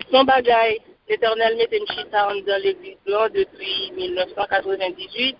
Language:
Haitian Creole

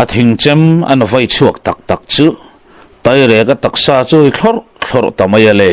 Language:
Mizo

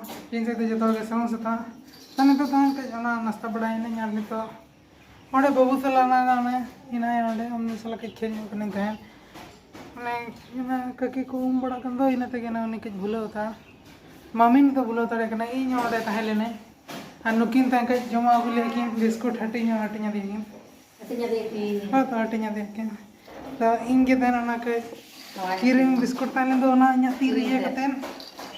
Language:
Santali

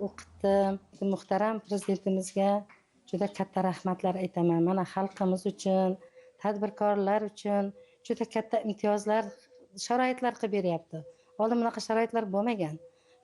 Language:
Uzbek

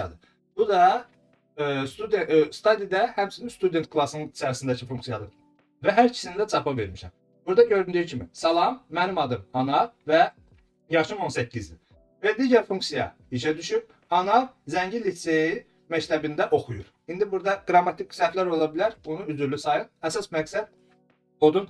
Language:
Azerbaijani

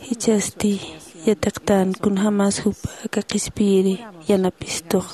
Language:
Aymara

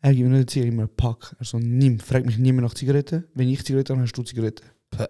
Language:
Swiss German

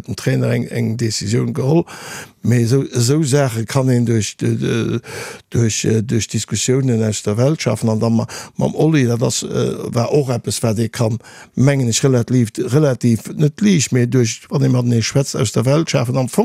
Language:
Luxembourgish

